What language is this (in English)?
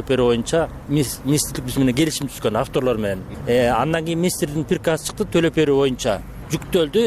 Kyrgyz